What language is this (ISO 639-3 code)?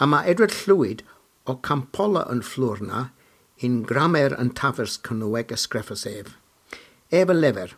cor